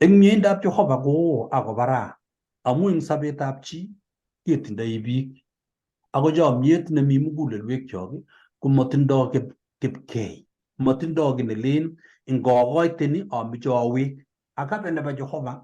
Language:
Kalenjin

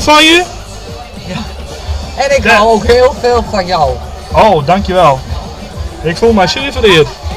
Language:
Western Frisian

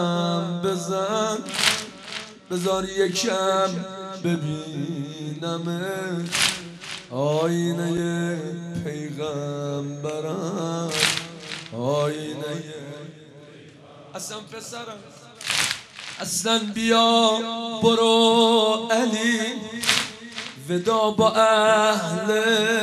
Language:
Persian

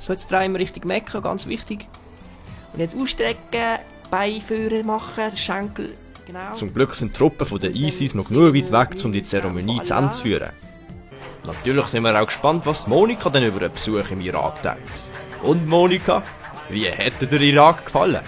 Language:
Swiss German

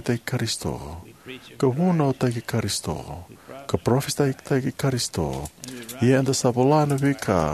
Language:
Fijian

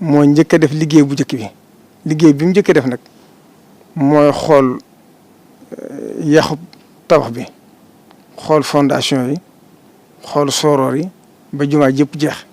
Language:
Wolof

